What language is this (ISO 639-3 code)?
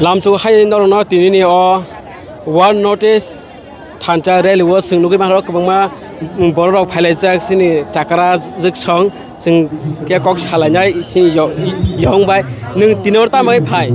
trp